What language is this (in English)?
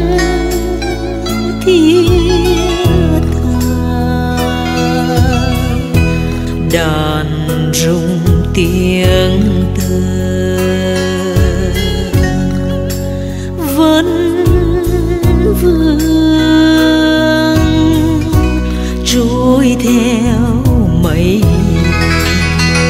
Vietnamese